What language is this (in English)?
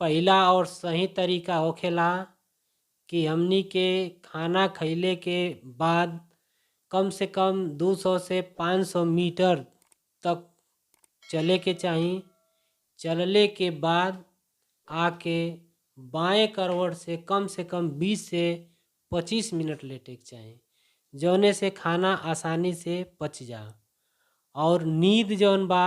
Bhojpuri